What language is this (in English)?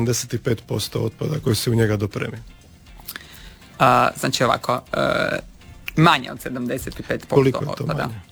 Croatian